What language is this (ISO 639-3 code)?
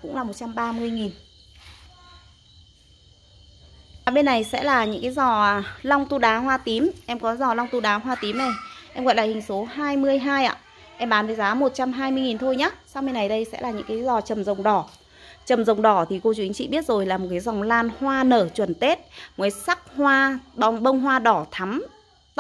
vie